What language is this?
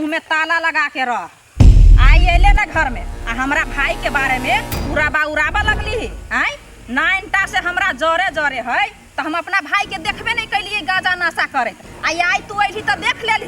Maithili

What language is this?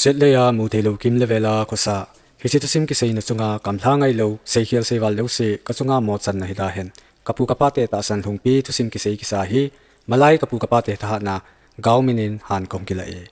Thado Chin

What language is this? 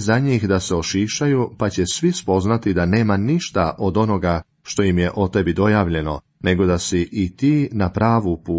Croatian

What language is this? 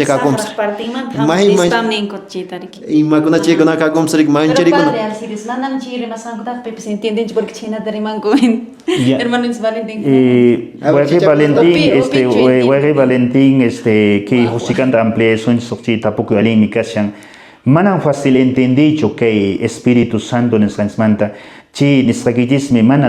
Quechua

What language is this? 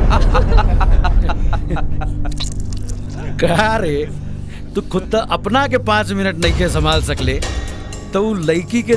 Bhojpuri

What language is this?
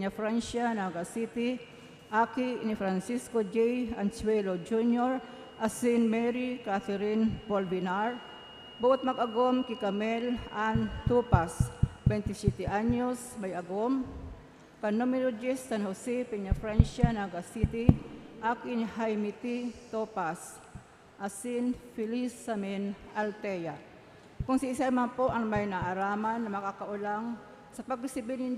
Bikol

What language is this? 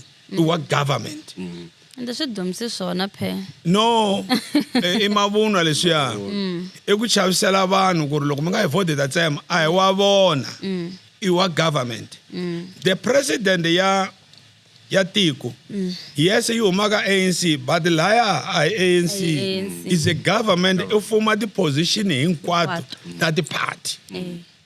Tsonga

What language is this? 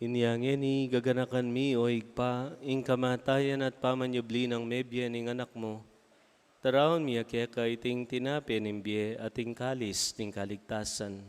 Pampanga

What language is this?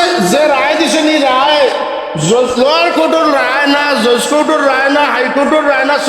Sylheti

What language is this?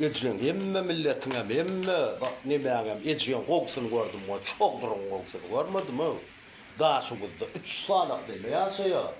Turkmen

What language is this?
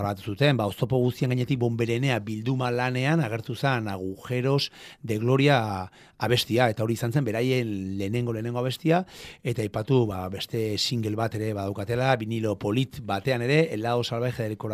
Basque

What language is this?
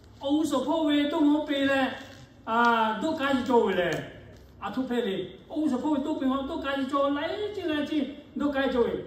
Lahu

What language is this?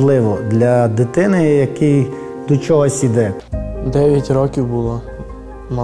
Ukrainian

